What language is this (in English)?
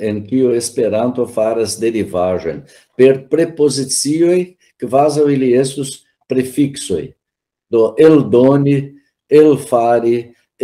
Esperanto